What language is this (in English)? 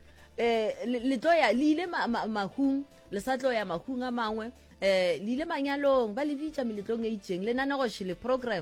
Northern Sotho